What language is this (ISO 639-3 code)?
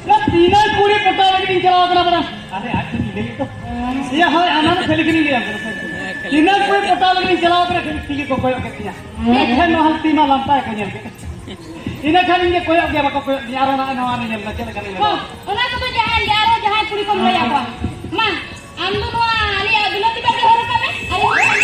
sat